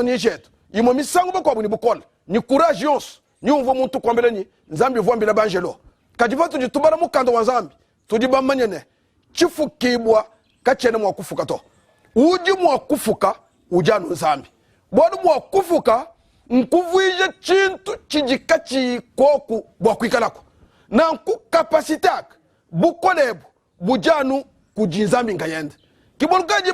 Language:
Luba-Lulua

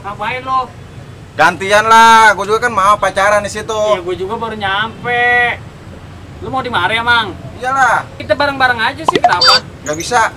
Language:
Betawi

